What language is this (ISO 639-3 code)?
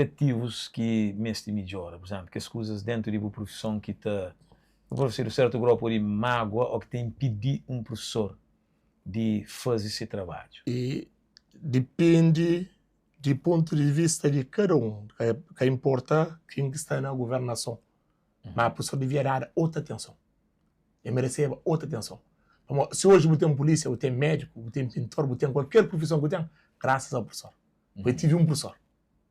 kea